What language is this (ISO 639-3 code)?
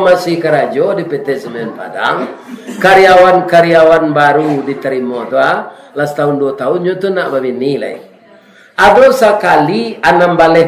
min